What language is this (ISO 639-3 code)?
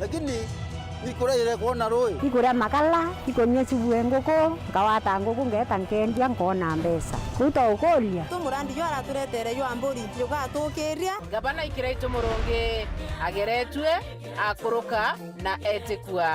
mer